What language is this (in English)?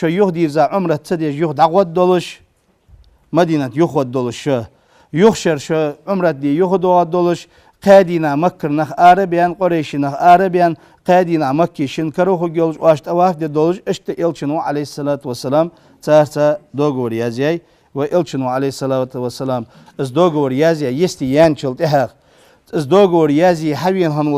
Ingush